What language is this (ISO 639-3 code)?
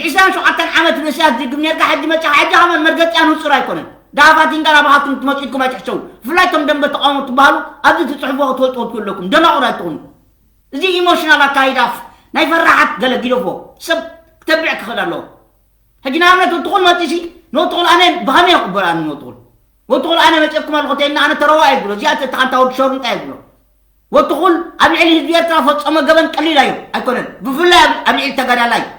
tir